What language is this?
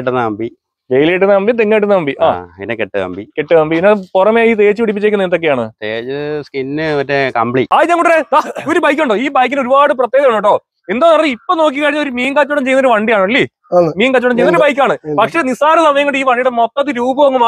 Malayalam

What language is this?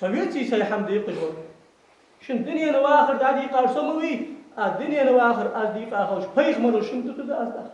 Ingush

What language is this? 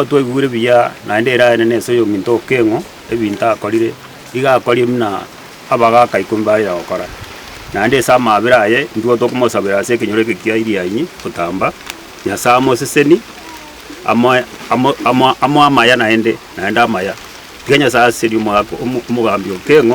Gusii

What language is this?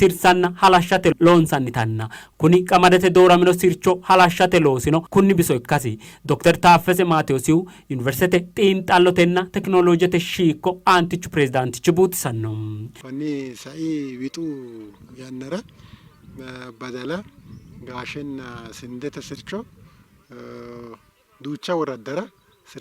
Sidamo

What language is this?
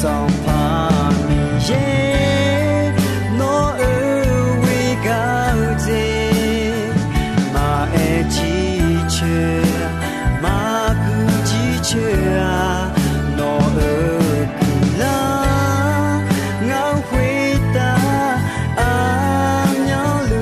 Akha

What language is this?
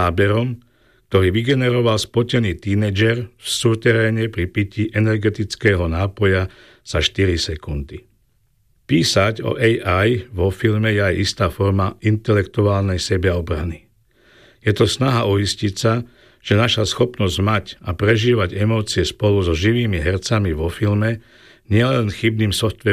Slovak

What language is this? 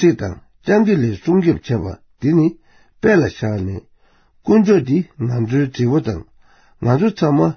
Tibetan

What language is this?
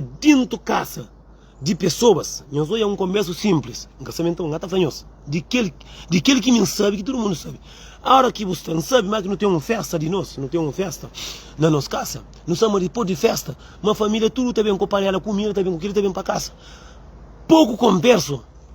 Kabuverdianu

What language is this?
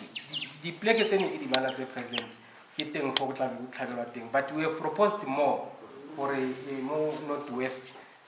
Tswana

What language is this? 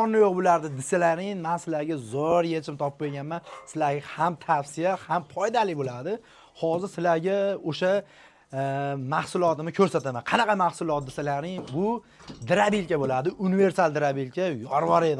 Uzbek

